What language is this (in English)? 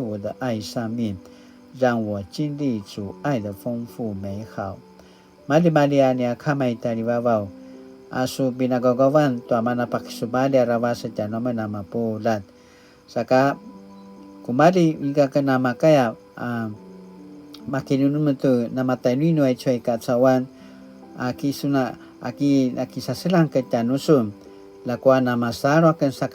Paiwan